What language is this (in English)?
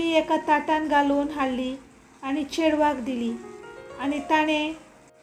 Konkani